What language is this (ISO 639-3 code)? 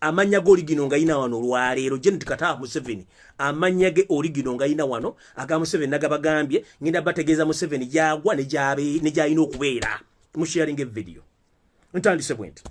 lug